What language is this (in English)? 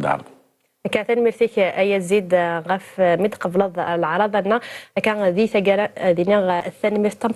Kabyle